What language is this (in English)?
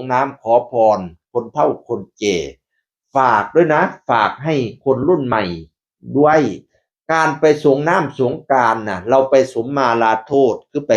Northeastern Thai